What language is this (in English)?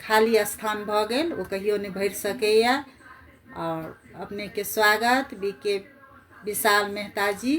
Maithili